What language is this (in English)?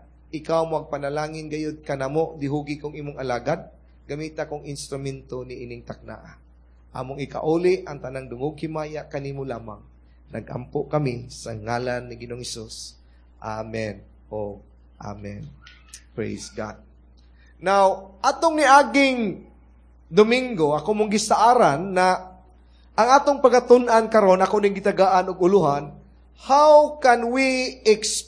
Cebuano